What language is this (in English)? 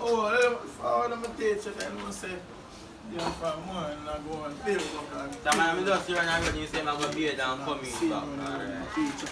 Jamaican Creole English